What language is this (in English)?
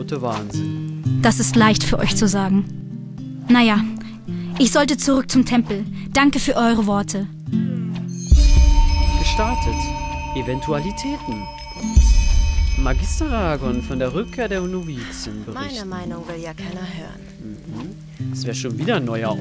German